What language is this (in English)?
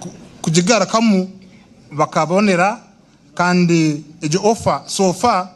Nyankole